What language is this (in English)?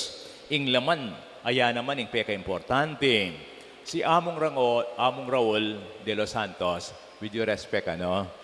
Pampanga